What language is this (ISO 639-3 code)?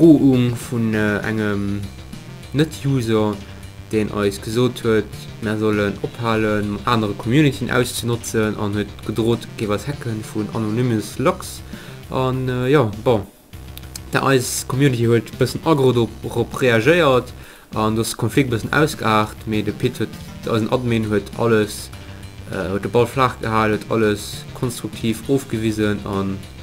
ltz